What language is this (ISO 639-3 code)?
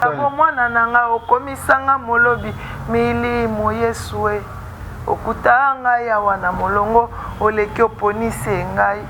lin